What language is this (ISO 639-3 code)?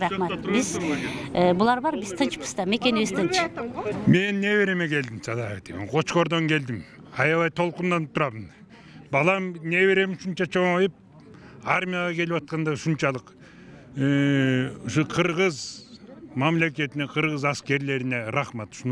kir